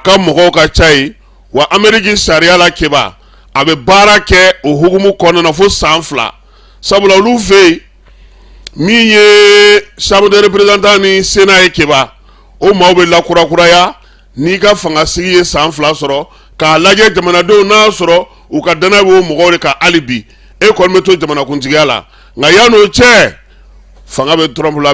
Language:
Bambara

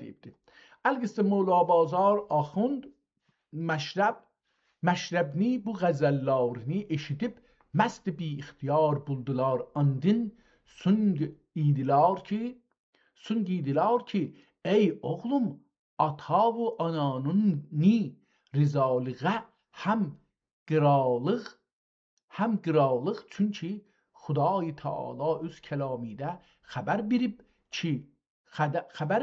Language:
South Azerbaijani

